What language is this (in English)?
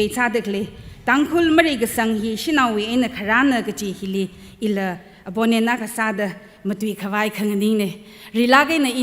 Tangkhul Naga (India)